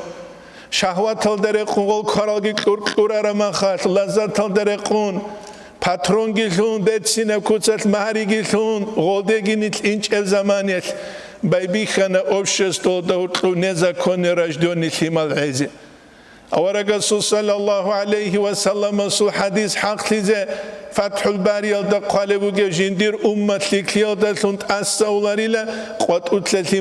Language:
Avaric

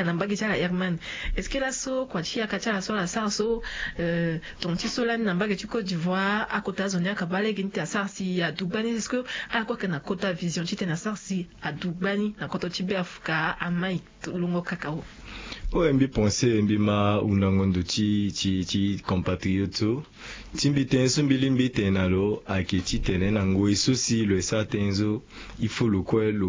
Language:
Sango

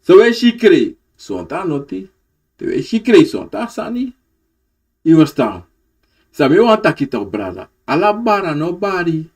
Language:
Sranan Tongo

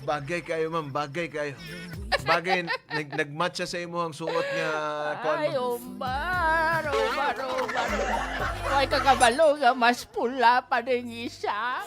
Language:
Hiligaynon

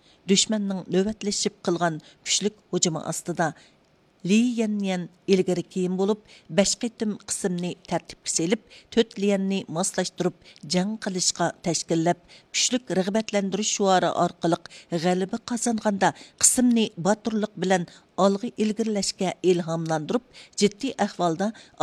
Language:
Uyghur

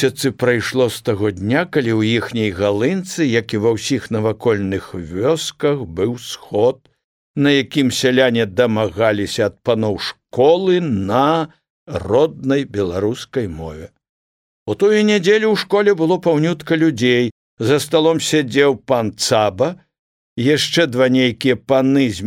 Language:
Belarusian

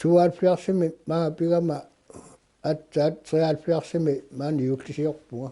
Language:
Kalaallisut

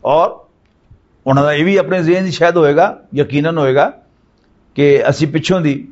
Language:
Western Panjabi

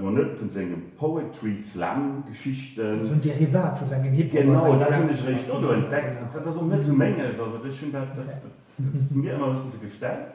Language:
Luxembourgish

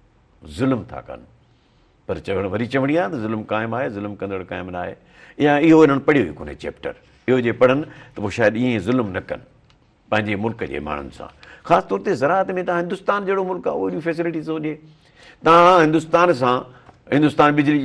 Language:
Sindhi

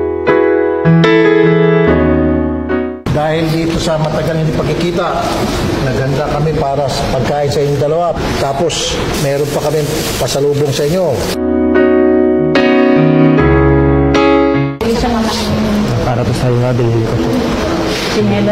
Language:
Filipino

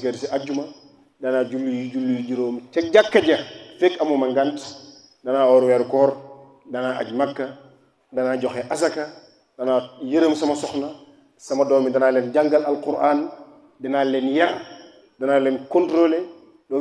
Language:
Wolof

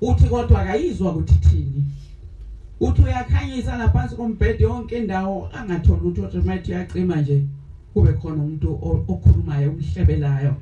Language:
Zulu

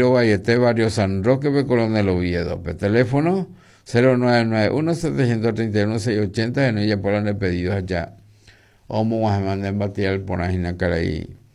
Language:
Guarani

